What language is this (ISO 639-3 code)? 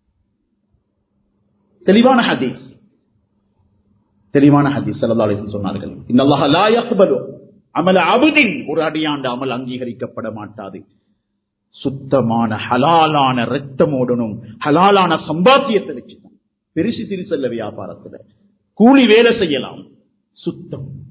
tam